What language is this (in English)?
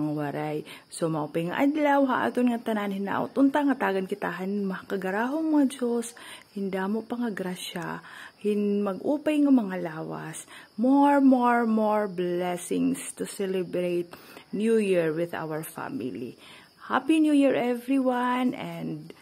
Waray